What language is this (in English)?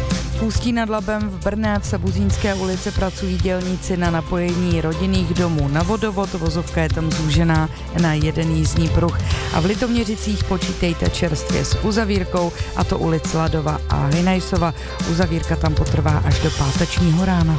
Czech